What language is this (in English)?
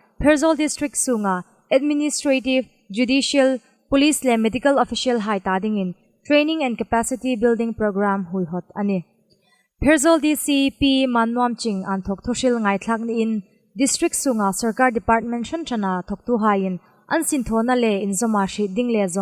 Hmar